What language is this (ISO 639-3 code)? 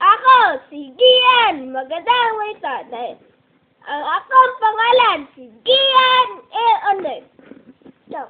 ceb